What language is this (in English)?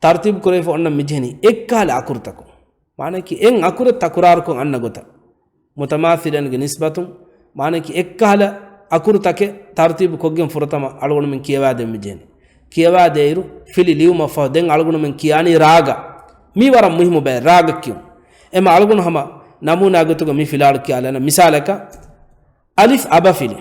Divehi